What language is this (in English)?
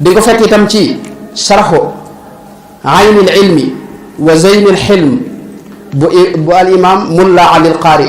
Wolof